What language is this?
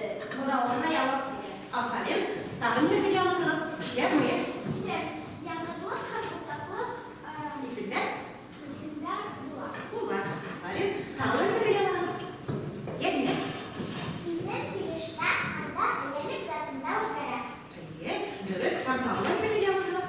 Bashkir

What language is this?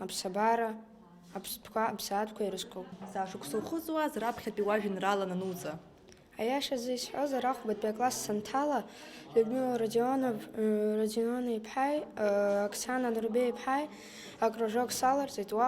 Abkhazian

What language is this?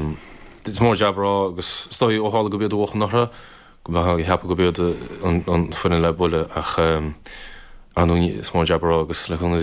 Irish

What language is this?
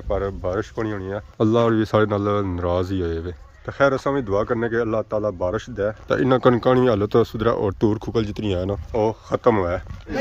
Pahari-Potwari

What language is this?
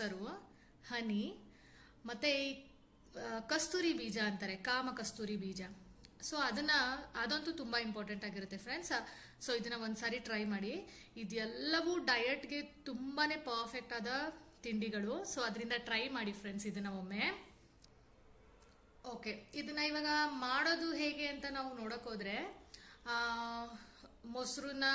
Kannada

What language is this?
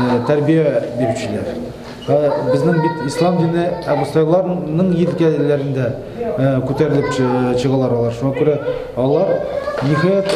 Tatar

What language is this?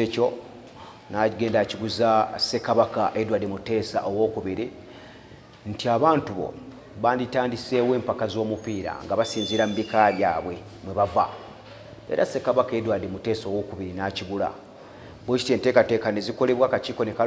Ganda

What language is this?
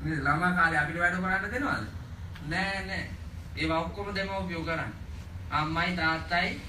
Sinhala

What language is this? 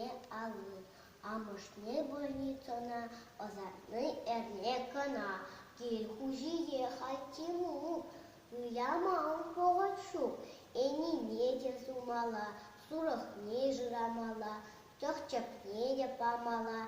Chuvash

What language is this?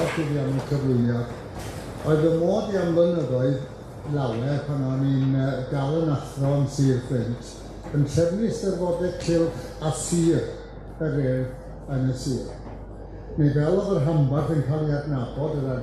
Welsh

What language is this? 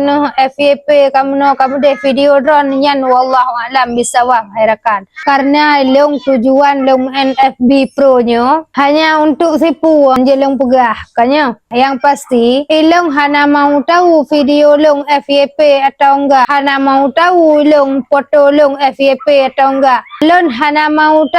Achinese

